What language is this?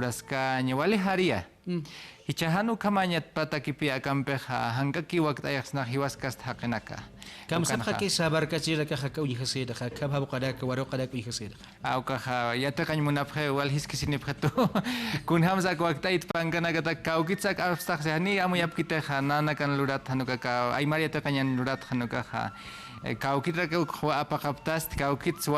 Aymara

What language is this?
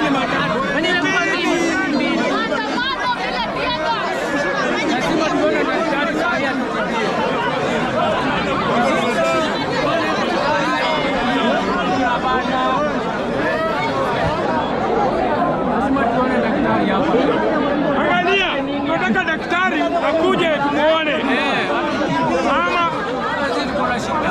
Swahili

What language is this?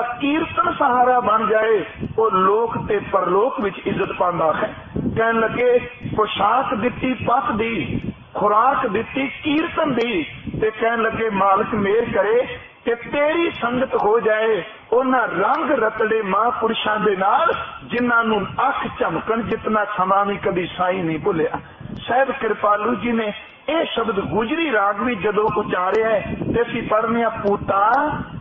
Punjabi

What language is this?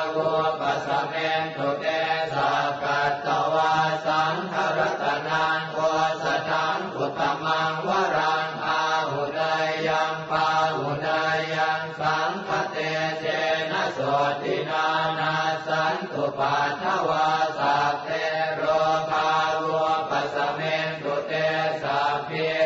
Pali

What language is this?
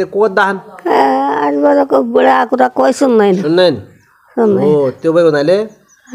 Nepali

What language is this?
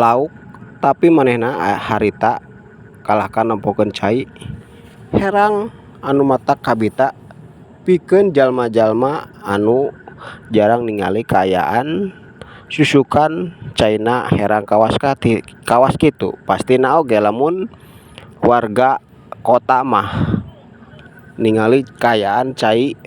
Sundanese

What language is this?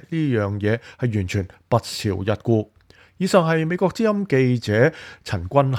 Cantonese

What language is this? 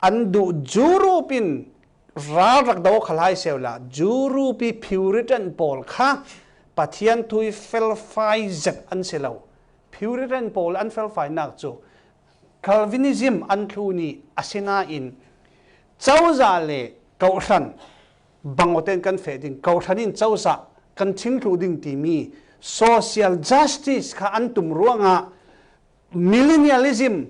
Falam Chin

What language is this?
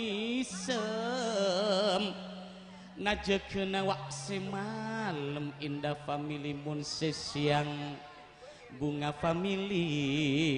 Madurese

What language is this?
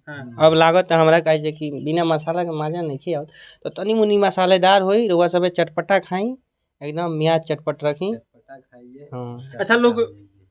Bhojpuri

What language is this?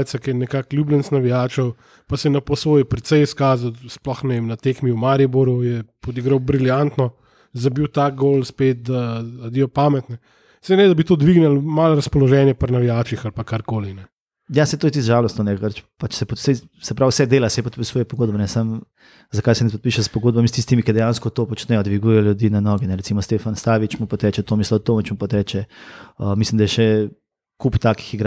Slovenian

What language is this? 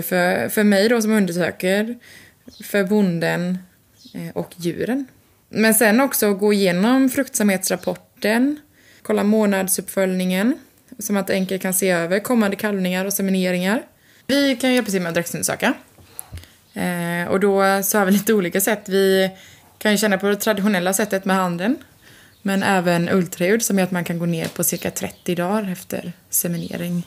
Swedish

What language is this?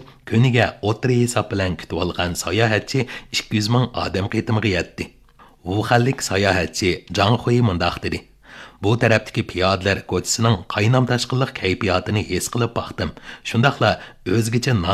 Uyghur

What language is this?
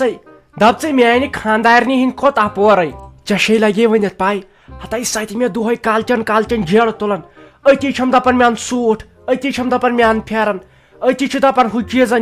Kashmiri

